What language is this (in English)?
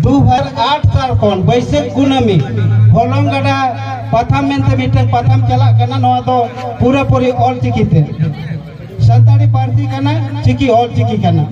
Santali